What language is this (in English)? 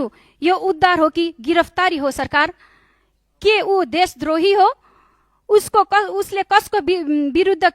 Nepali